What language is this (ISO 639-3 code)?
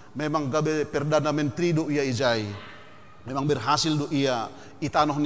bts